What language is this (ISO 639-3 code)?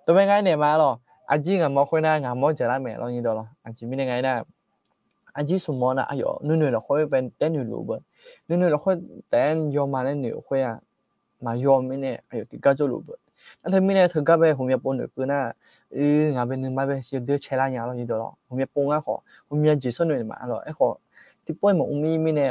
ahk